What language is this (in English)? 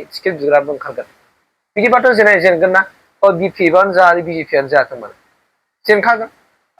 Bodo